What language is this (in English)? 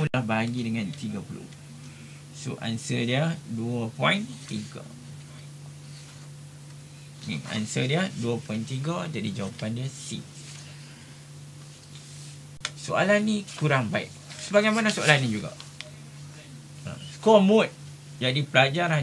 Malay